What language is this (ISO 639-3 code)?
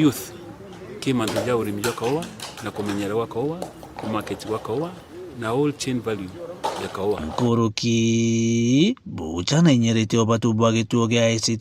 mer